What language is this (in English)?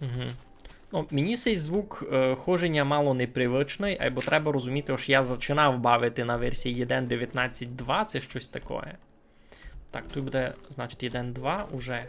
Rusyn